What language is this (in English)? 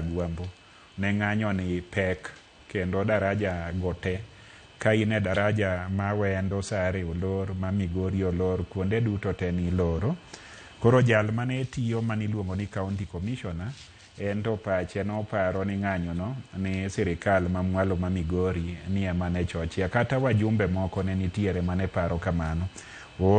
Luo (Kenya and Tanzania)